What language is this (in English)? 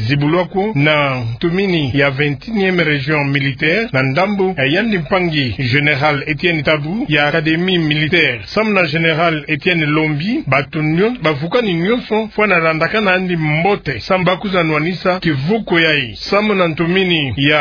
Kituba (Democratic Republic of Congo)